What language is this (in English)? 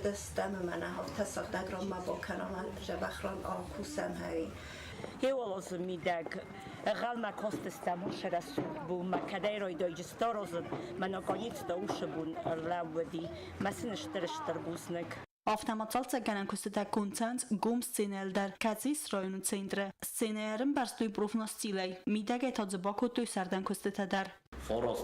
Ossetic